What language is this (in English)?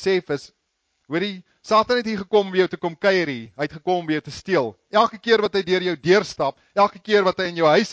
Afrikaans